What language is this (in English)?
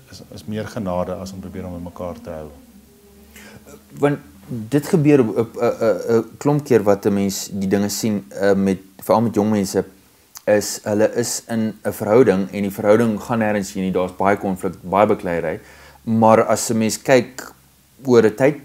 Afrikaans